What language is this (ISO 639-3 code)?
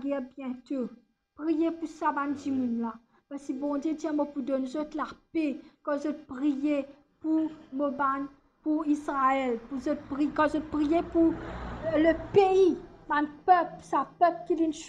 mfe